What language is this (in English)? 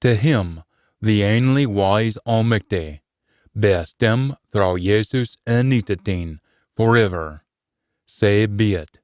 Scots